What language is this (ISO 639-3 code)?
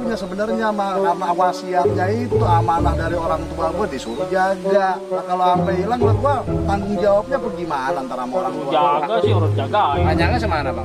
bew